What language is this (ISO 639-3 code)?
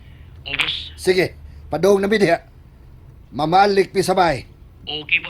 ceb